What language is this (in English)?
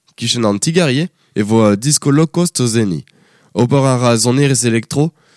Breton